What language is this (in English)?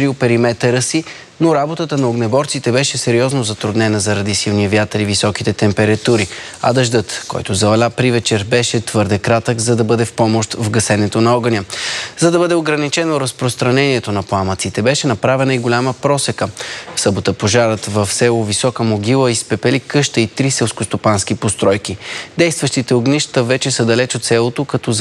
Bulgarian